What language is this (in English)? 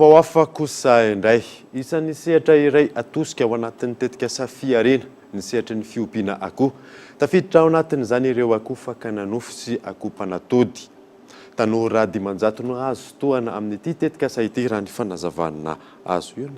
Malagasy